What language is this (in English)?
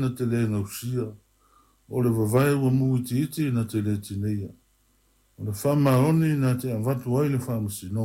Samoan